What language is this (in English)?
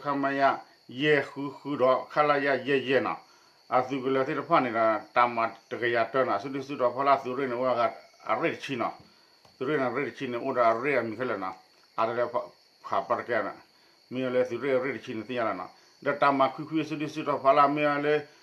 S'gaw Karen